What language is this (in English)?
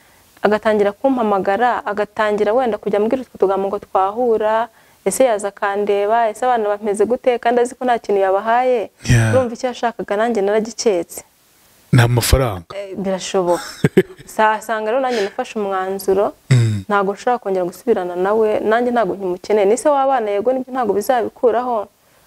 Kinyarwanda